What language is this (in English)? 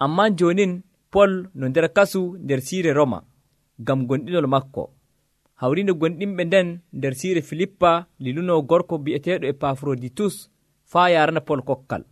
Nigerian Fulfulde